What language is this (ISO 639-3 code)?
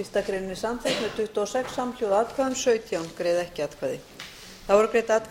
isl